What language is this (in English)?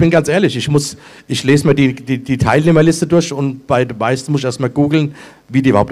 German